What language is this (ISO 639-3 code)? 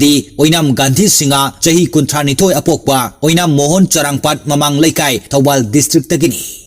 mni